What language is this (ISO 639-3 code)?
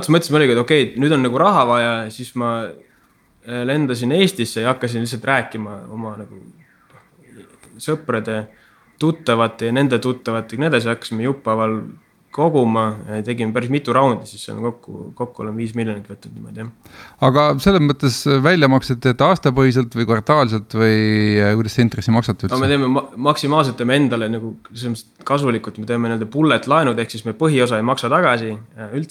est